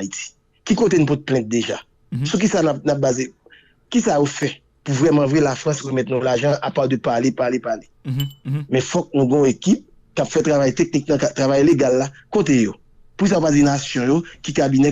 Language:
Haitian Creole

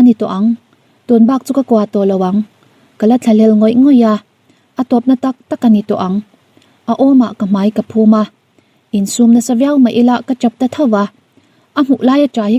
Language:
Mizo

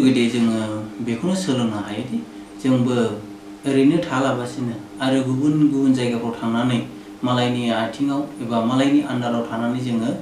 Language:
Bodo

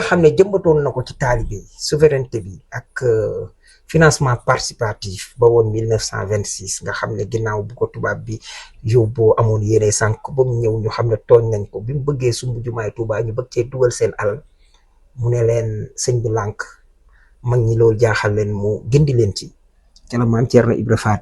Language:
Wolof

